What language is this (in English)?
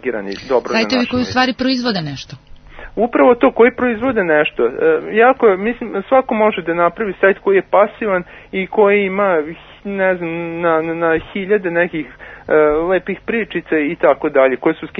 Serbian